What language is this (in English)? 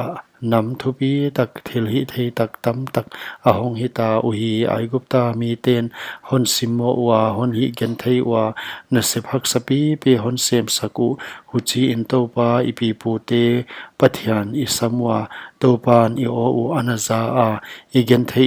Paite Chin